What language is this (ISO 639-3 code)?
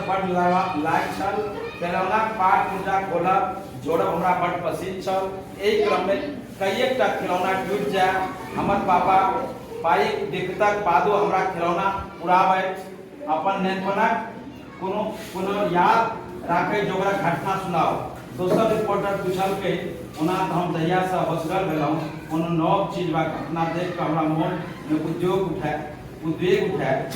mai